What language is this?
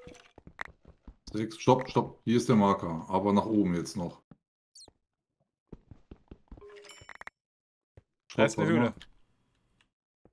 German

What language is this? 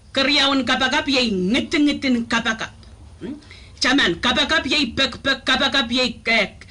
Pohnpeian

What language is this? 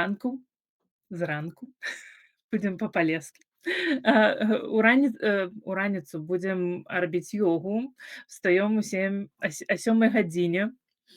Belarusian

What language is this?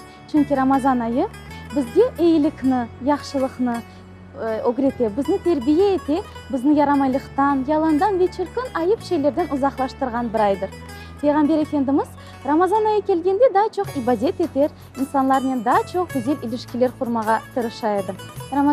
Crimean Tatar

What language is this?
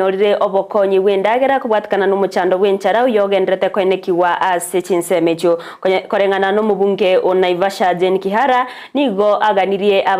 Gusii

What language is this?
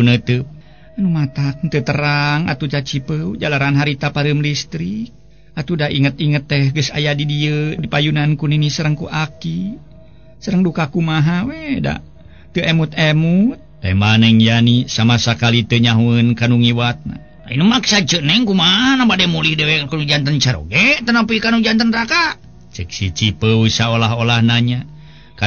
Sundanese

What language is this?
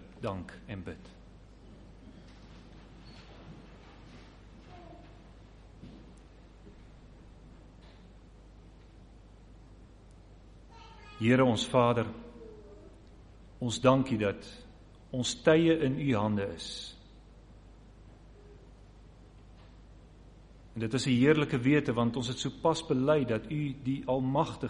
Afrikaans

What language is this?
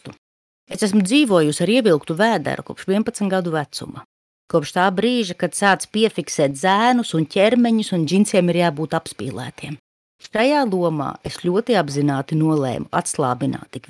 Latvian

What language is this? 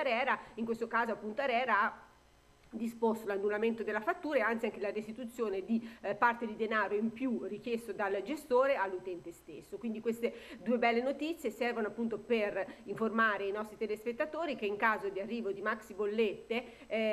Italian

